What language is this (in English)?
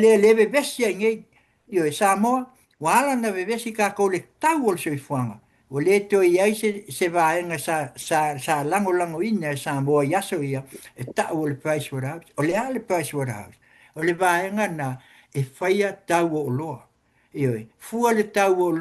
Samoan